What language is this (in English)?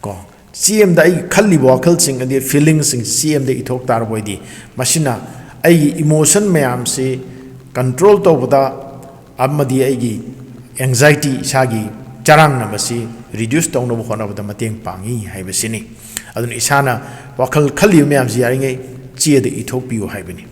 Manipuri